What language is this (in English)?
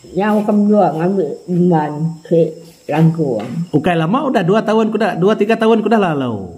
Iban